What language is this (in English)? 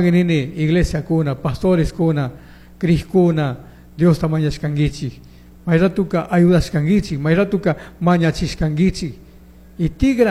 Chimborazo Highland Quichua